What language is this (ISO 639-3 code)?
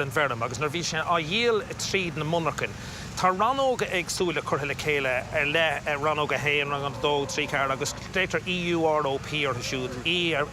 gle